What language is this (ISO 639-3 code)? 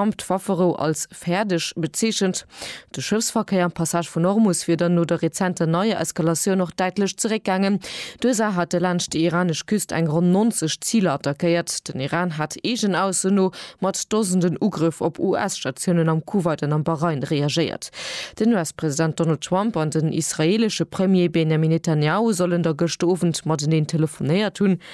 ltz